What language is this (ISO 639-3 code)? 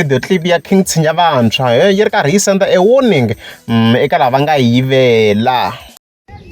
tso